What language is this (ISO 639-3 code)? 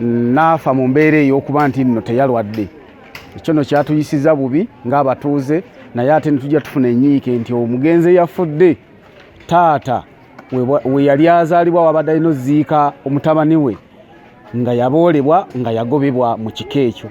lug